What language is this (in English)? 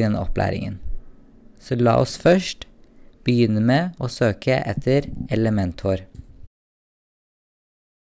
Norwegian